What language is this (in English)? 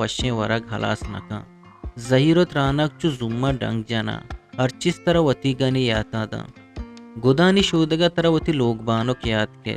Eastern Balochi